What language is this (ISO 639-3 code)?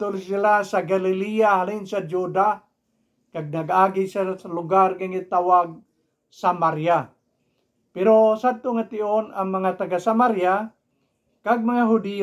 hil